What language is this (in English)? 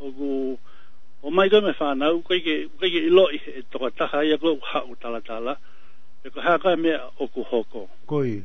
Tongan